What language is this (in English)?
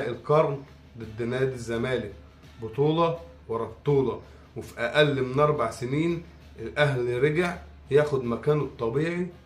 Egyptian Arabic